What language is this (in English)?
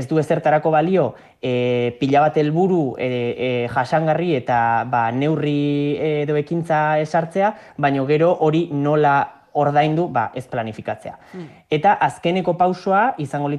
Basque